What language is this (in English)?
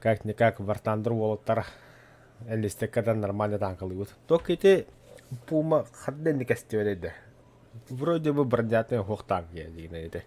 Yakut